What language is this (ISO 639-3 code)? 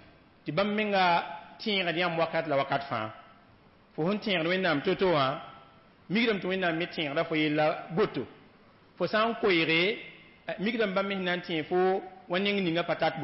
mos